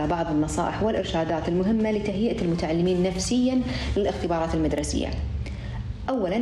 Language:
Arabic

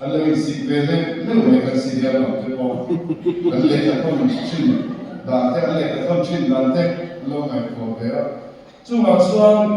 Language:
Mizo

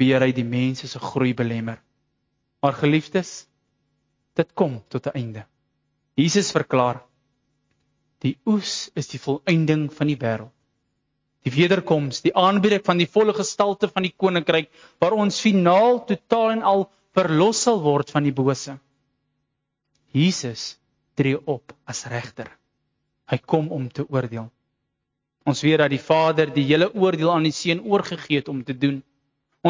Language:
Afrikaans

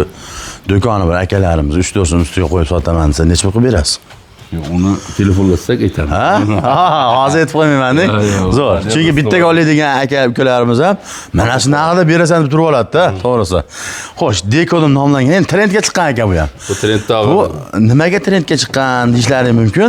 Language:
Uzbek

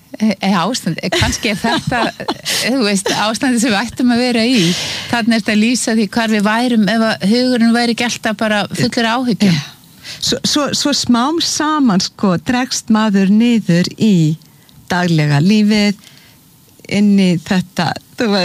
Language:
Icelandic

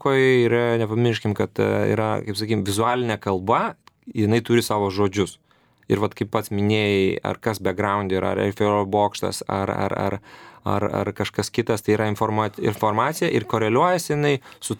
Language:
Lithuanian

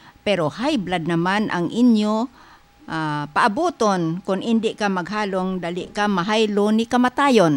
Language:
Hiligaynon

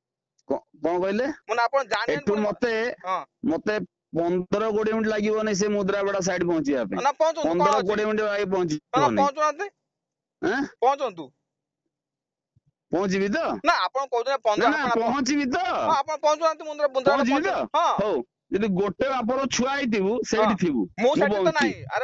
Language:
Odia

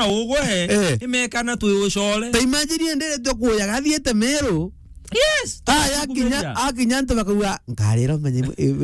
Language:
Meru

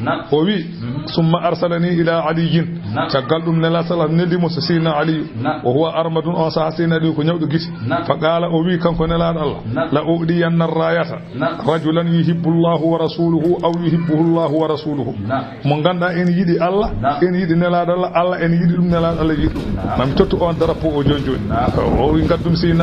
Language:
Fula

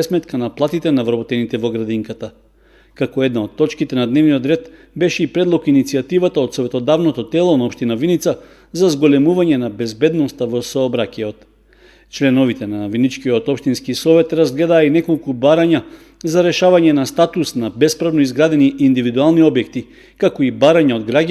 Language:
Macedonian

